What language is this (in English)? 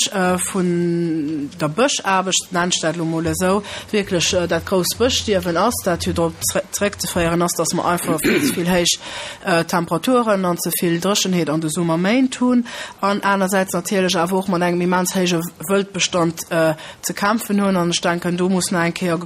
Luxembourgish